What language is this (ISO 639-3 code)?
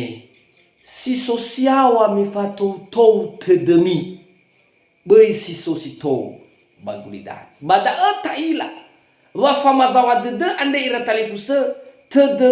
nia